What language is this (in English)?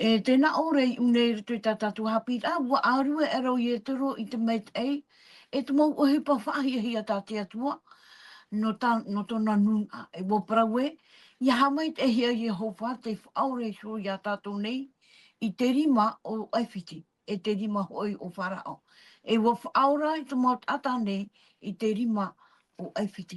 Tahitian